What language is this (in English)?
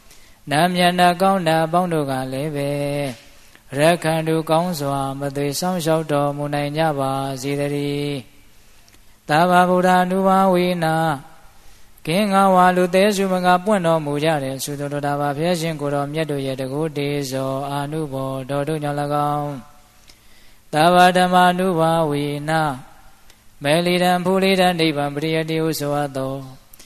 Burmese